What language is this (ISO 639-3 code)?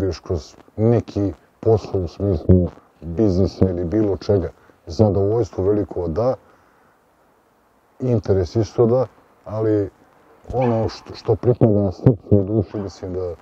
bos